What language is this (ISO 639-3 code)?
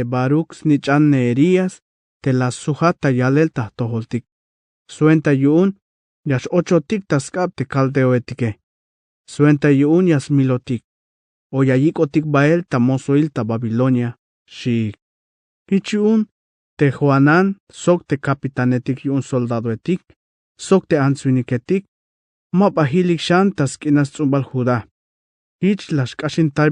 tzh